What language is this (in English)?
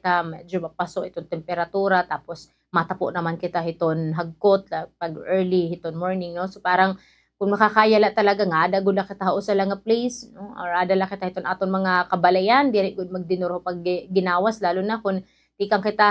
Waray